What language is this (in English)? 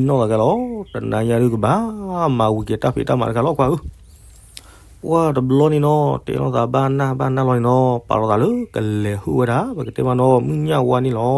S'gaw Karen